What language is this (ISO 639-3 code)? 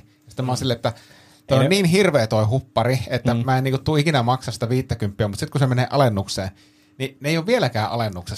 fin